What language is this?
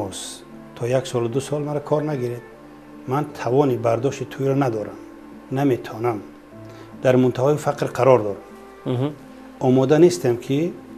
Tajik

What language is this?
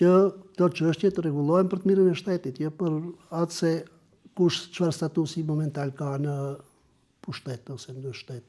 Albanian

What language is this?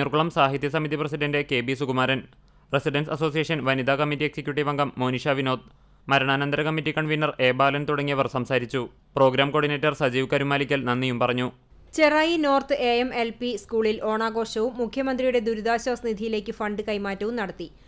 Malayalam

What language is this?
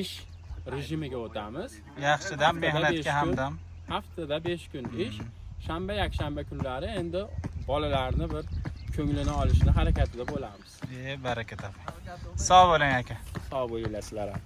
Uzbek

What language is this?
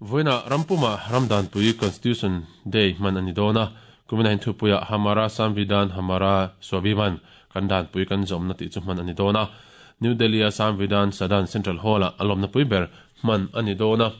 Mizo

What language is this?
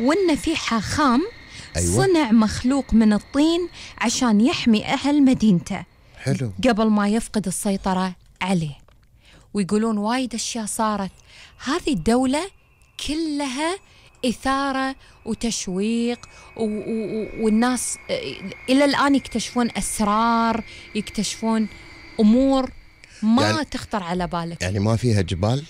Gulf Arabic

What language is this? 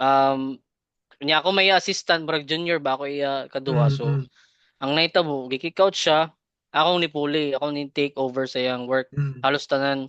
Cebuano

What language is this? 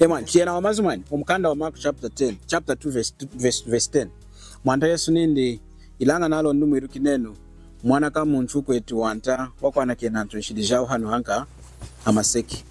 Lunda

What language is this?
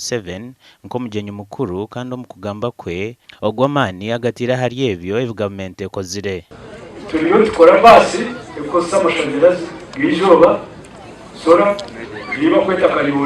Nyankole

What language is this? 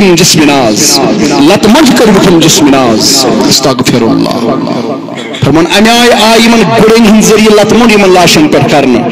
Kashmiri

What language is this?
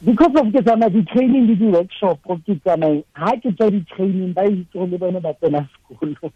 Tswana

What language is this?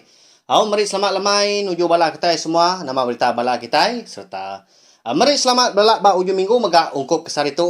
Iban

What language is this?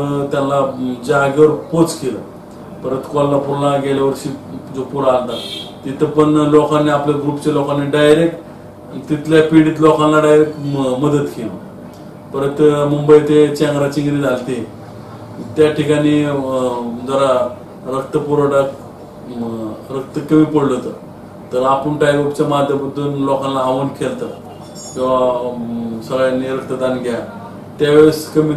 Marathi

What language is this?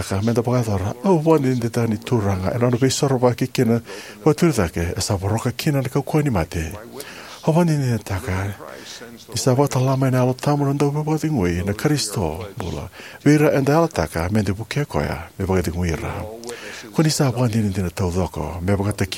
Fijian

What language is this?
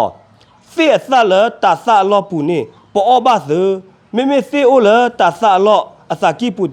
S'gaw Karen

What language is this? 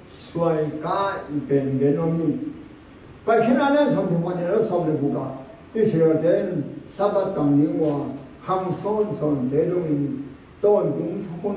Tedim Chin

